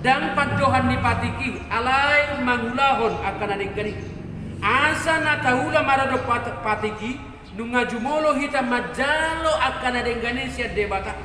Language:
Batak Toba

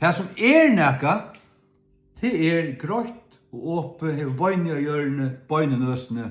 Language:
Faroese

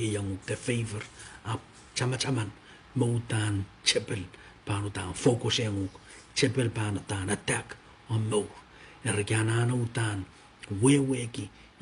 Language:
Pohnpeian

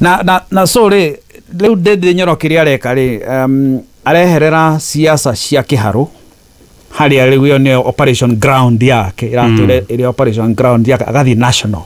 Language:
Kikuyu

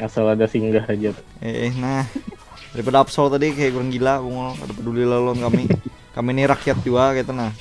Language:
Banjar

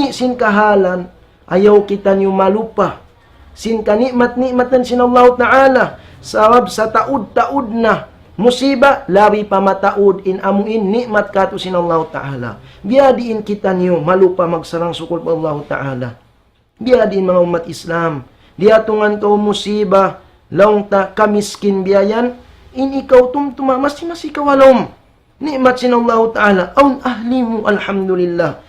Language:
Tausug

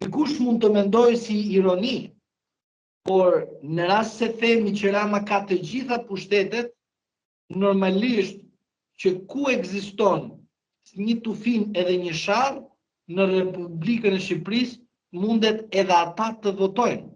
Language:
Albanian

